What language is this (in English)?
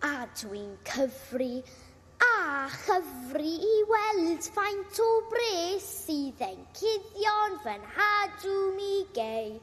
Welsh